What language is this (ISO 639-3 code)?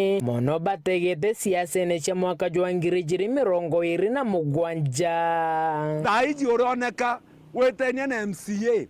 mer